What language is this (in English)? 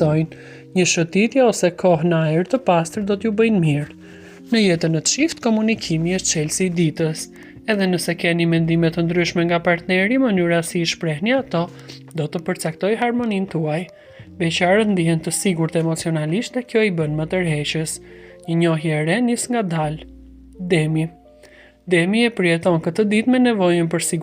Albanian